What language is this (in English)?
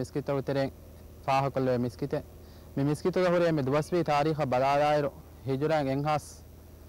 Divehi